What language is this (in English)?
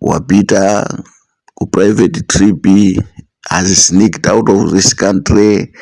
Nyanja